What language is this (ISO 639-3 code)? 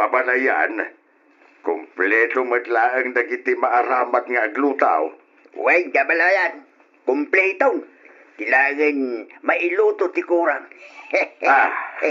ilo